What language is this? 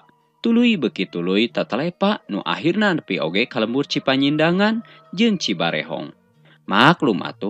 Sundanese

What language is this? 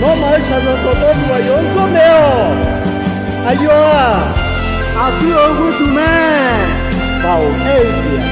Akha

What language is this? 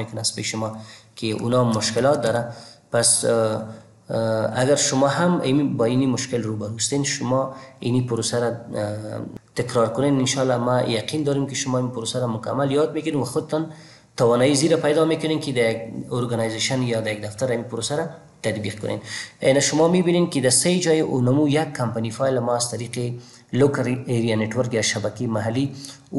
Persian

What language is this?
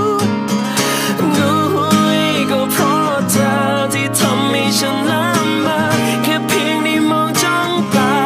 Thai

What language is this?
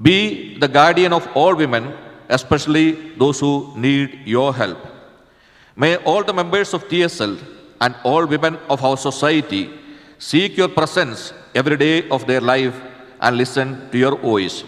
Tangkhul Naga (India)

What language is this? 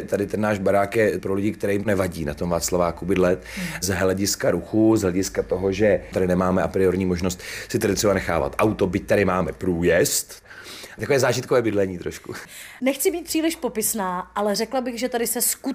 Czech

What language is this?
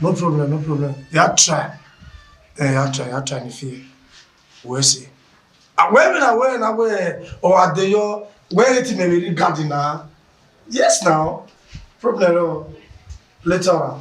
Bini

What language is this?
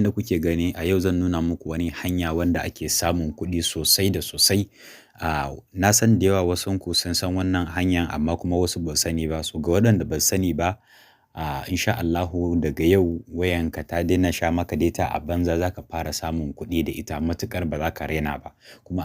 Hausa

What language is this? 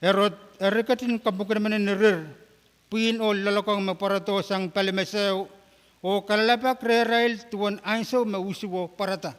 Pohnpeian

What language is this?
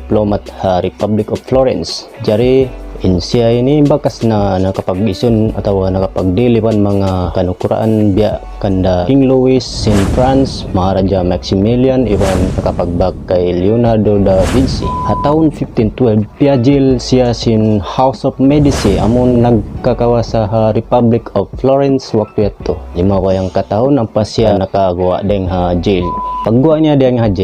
Tausug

